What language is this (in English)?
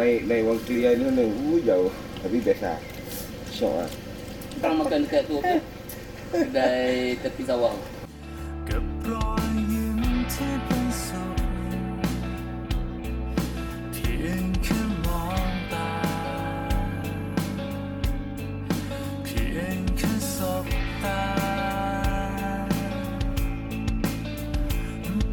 Malay